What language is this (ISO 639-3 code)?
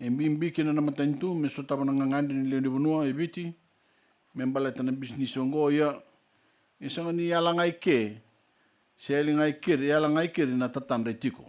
fij